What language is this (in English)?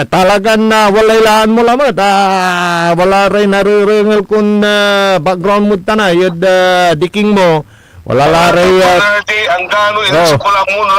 Pangasinan